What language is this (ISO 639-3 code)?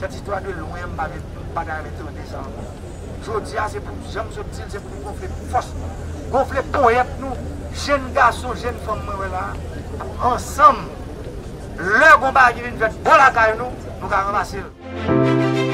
hat